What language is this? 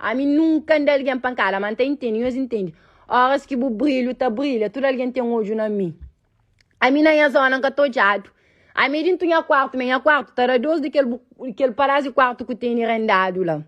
Kabuverdianu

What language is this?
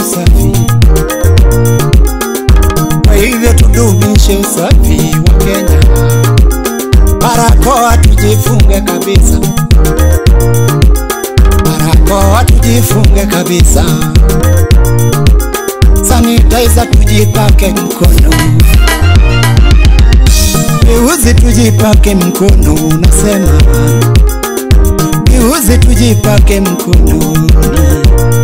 Swahili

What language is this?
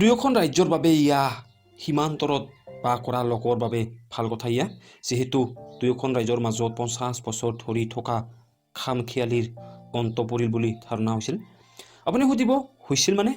Assamese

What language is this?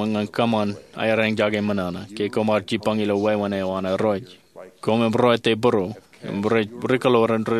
Marshallese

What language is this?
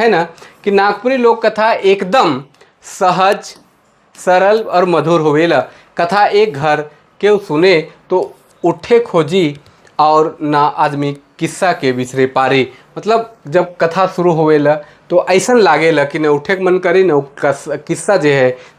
Sadri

